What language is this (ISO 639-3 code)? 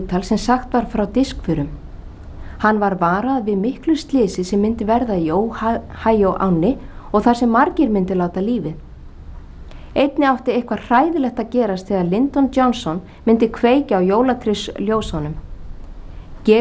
isl